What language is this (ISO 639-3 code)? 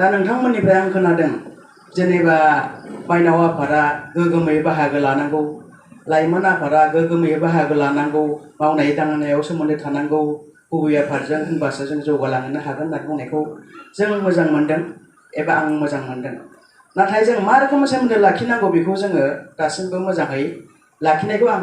brx